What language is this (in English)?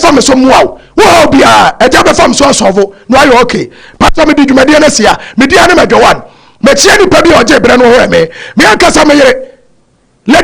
Akan